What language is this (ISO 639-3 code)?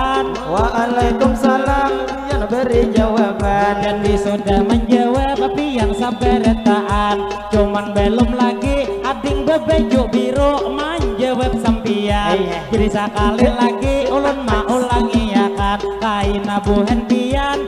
bjn